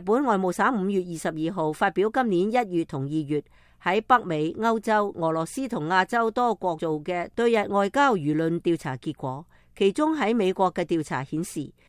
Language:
Cantonese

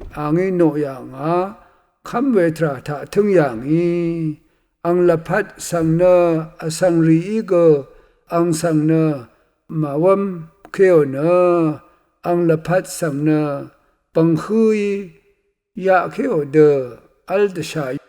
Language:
Rawang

